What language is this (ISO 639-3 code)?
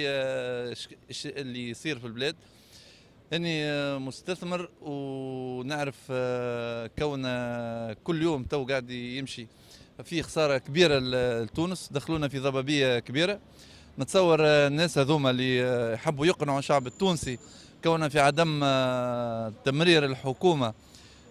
aeb